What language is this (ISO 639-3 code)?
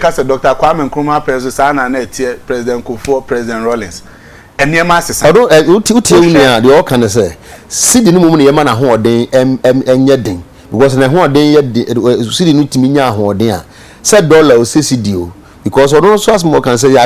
aka